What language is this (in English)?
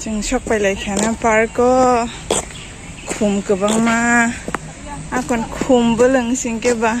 Kok Borok